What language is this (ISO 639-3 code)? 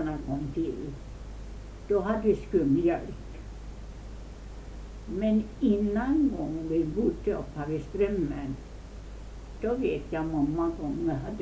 swe